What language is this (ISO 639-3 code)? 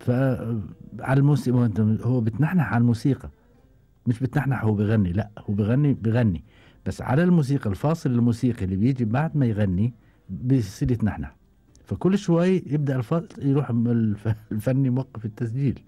afb